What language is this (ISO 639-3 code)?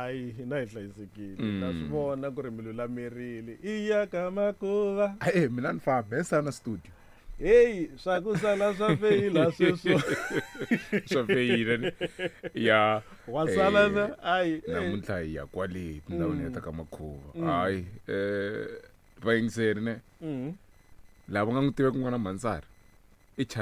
tso